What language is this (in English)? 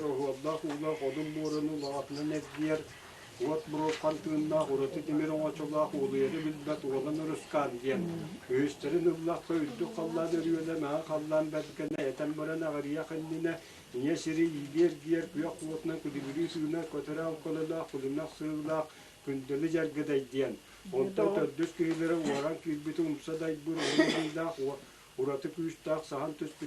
Yakut